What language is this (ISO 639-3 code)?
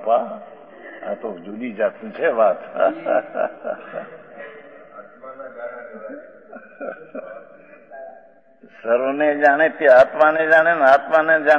guj